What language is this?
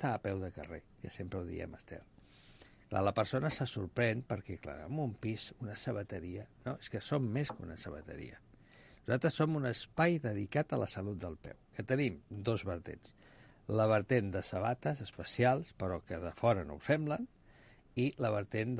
Catalan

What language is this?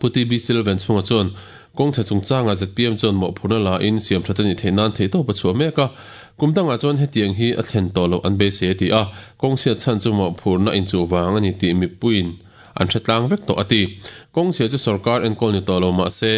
Mizo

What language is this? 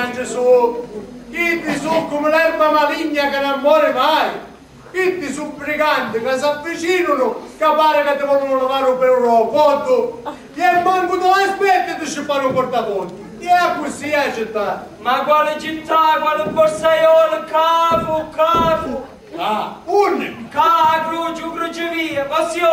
Sicilian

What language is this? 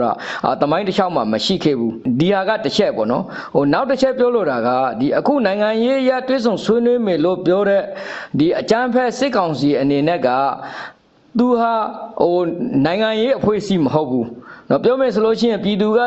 Burmese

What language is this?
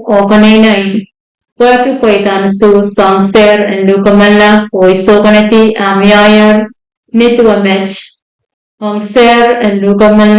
Pohnpeian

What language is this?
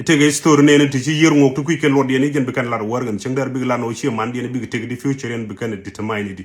Nuer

